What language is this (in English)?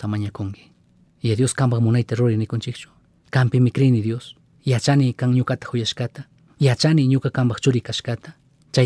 Chimborazo Highland Quichua